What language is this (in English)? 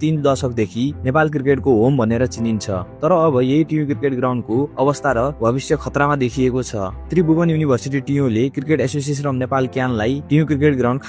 Nepali